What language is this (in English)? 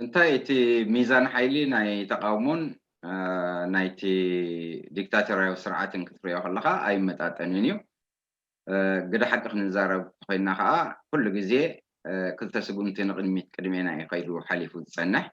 Tigrinya